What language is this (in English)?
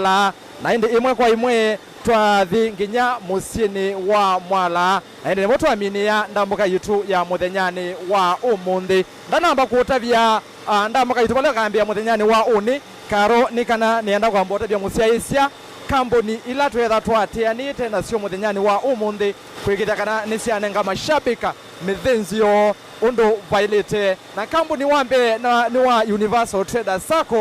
Kamba